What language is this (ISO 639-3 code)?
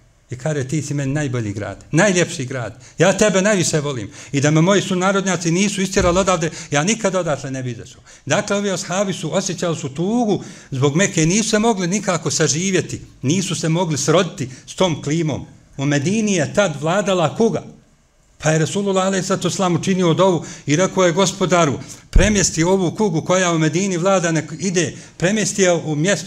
bos